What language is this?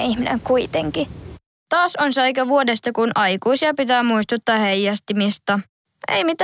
Finnish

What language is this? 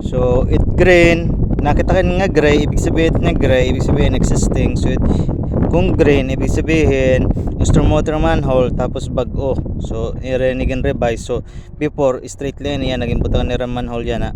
Waray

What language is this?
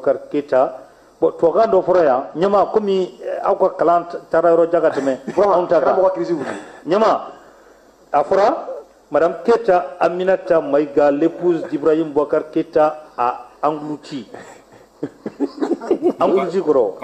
Bambara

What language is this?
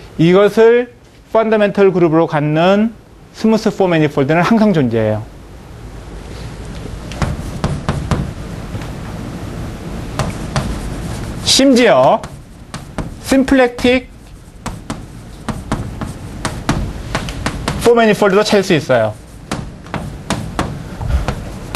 Korean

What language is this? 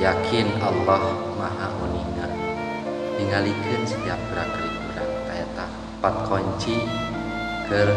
Sundanese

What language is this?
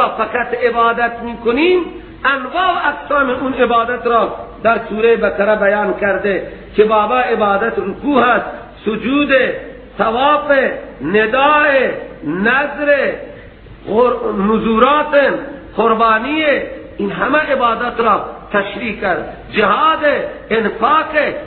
Persian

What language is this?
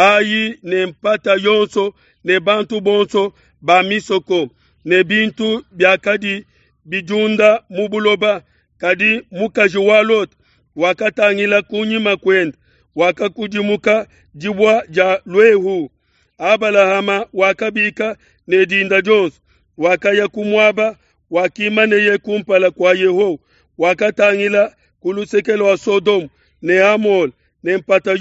Luba-Lulua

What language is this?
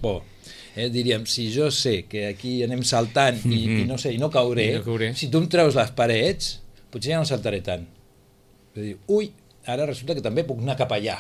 Catalan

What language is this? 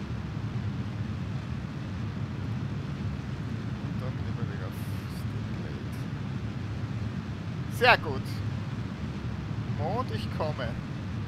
German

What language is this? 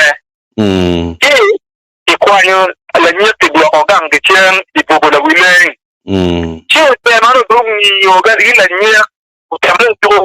Acoli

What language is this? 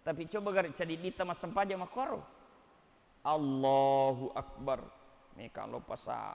Buginese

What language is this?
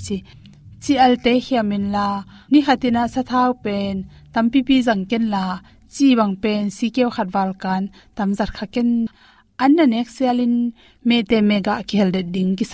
Tedim Chin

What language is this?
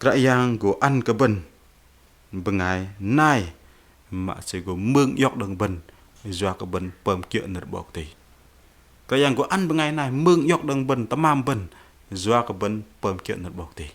Bahnar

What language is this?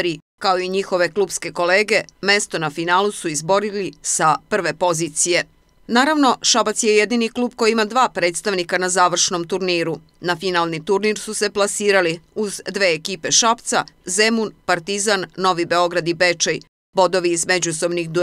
Serbian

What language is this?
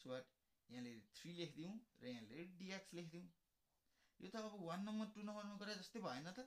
Nepali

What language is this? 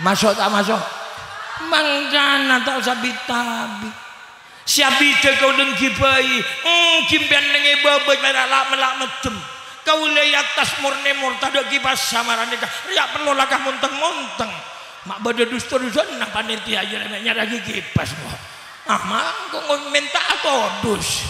Madurese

